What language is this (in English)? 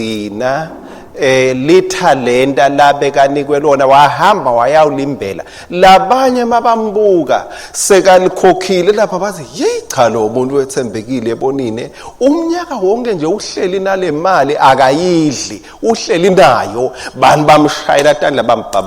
Swati